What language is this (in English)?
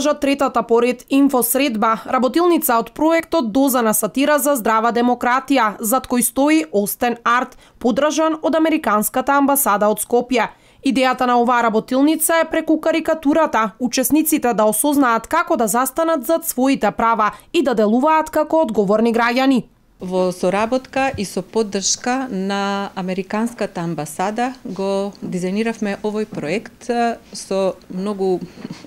Macedonian